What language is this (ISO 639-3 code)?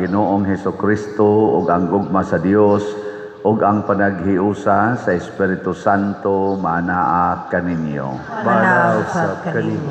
ceb